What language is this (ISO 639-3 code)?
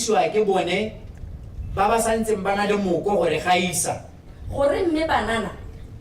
tsn